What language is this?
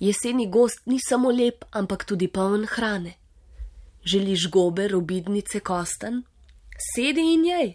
Slovenian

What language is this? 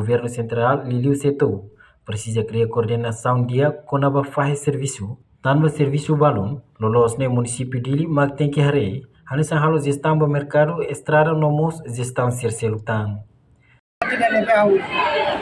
Tetum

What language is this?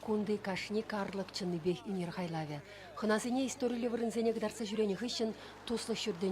Chuvash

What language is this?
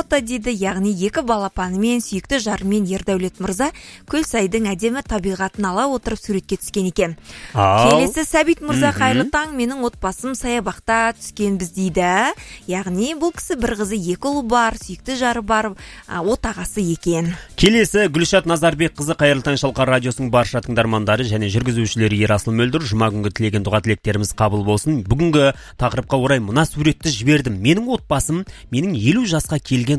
Kazakh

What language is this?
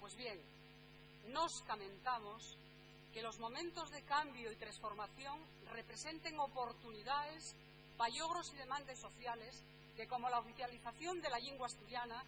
Asturian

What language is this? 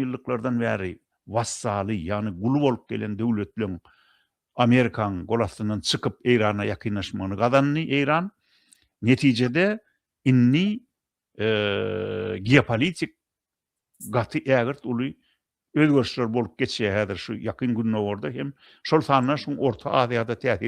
Turkmen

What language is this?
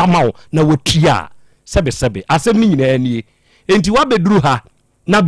Akan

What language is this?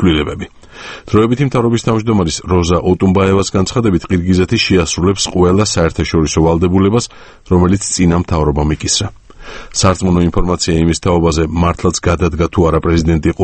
Georgian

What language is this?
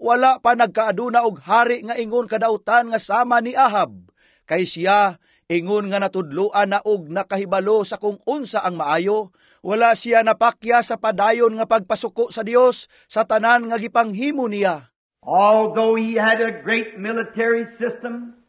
Cebuano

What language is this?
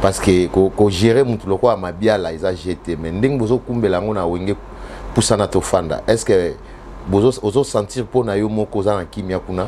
Lingala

